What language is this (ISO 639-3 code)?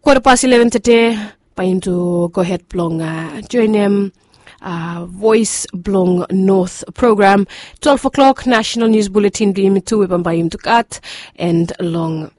bis